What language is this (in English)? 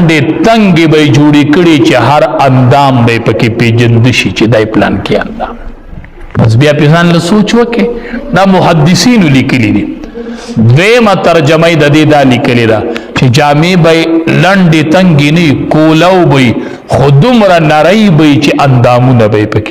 Pashto